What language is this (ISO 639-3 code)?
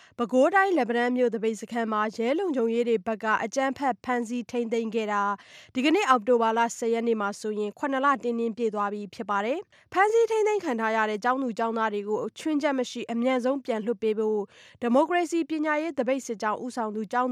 mya